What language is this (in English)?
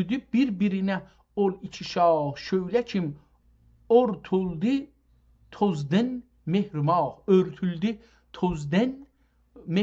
South Azerbaijani